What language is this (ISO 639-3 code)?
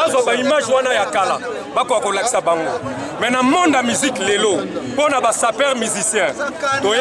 lin